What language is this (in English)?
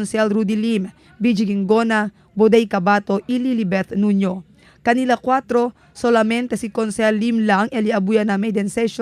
Chavacano